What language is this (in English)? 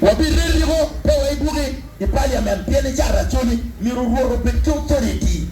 Acoli